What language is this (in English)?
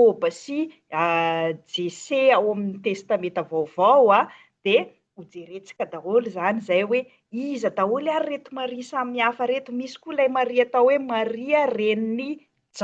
Malagasy